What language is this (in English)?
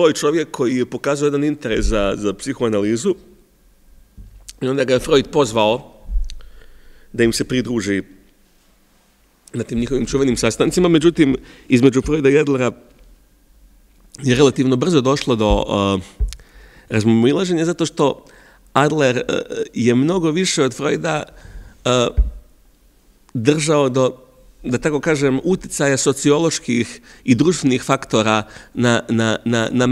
Serbian